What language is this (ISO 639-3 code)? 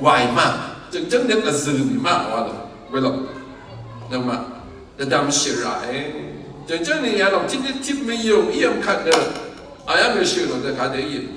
raw